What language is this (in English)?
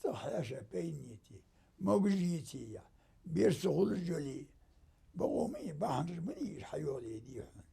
Ingush